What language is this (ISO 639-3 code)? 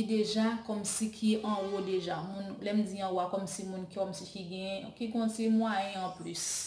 hat